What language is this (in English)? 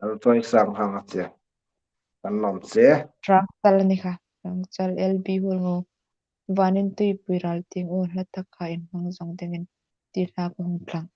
Hmar